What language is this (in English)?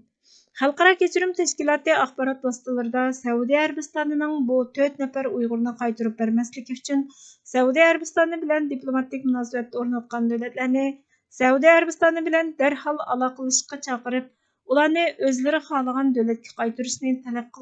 Uyghur